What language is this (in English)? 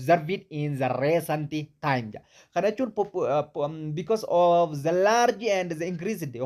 Oromo